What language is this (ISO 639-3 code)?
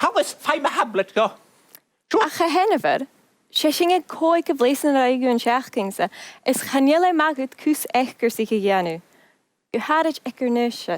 gla